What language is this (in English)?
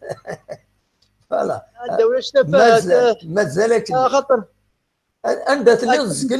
Kabyle